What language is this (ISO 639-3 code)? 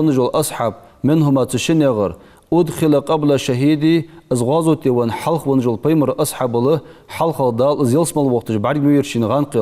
inh